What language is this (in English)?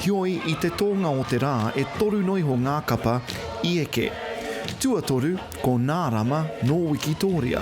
Māori